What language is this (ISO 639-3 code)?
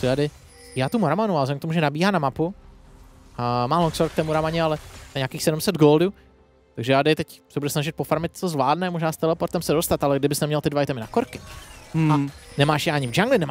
ces